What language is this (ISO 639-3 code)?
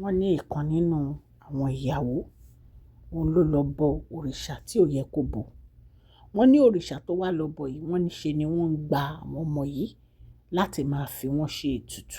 yor